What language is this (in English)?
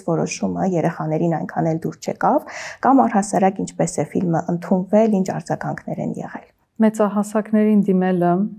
Armenian